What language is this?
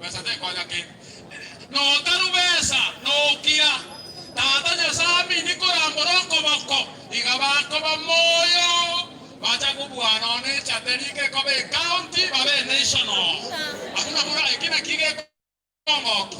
Gusii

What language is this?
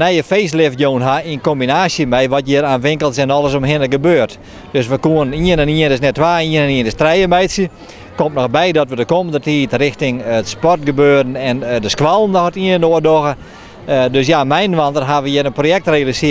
Western Frisian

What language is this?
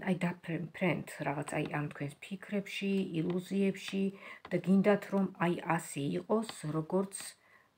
Georgian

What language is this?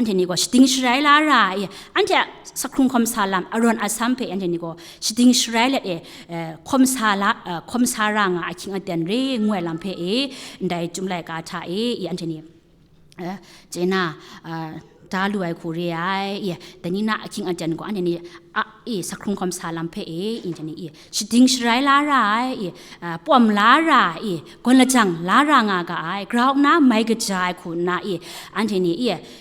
Kachin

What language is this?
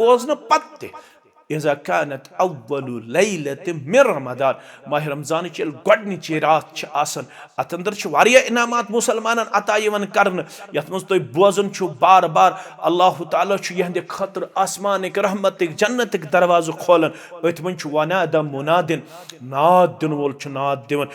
Kashmiri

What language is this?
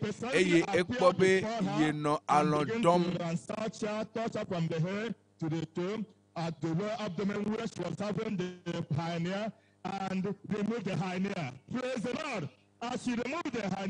Ewe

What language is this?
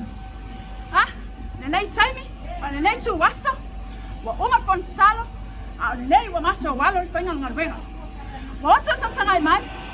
Samoan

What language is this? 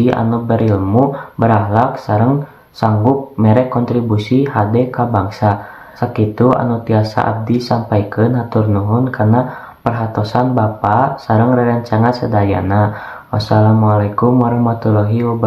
Sundanese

